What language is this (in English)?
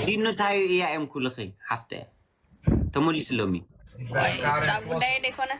Tigrinya